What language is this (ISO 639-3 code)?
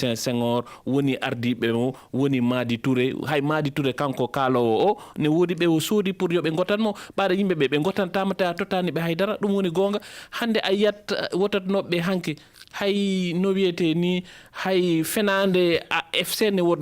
ful